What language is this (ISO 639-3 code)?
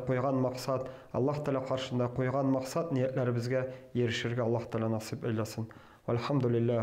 tat